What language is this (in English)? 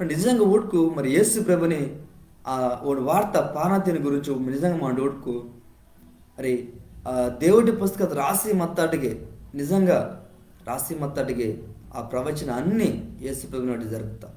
Koya